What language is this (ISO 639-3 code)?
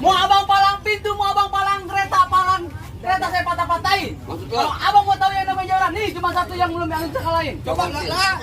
bew